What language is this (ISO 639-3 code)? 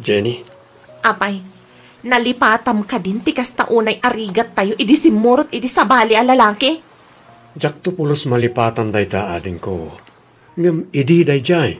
ilo